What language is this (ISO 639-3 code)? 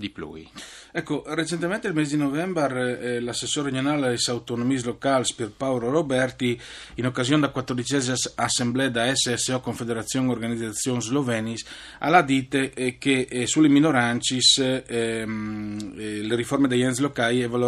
fur